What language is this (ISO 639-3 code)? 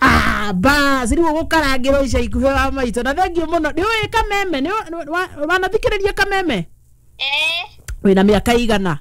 kik